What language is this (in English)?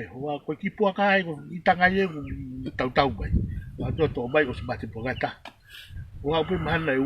Tongan